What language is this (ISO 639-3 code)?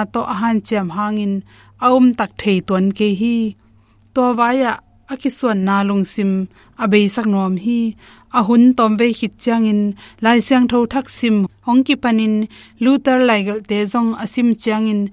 ctd